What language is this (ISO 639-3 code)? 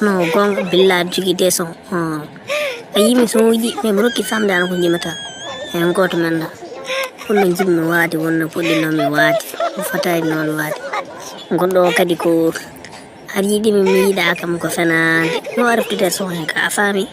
ful